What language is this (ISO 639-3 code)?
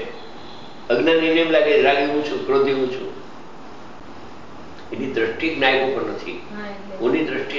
guj